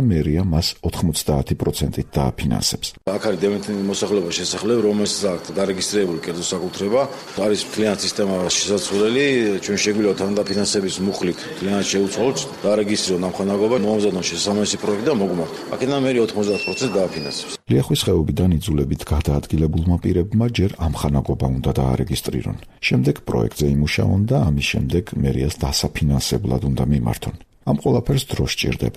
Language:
Georgian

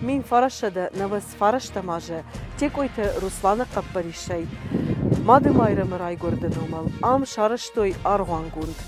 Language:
Ossetic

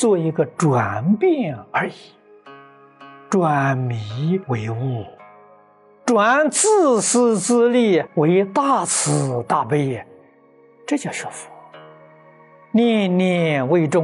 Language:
Chinese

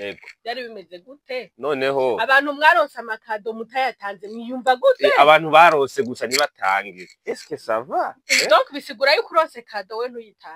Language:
Rundi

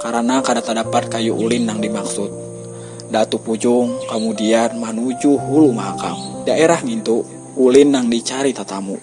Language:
Banjar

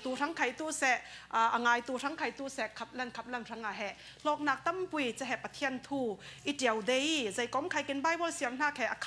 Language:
Falam Chin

